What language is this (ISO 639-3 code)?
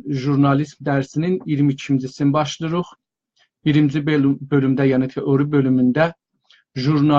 azb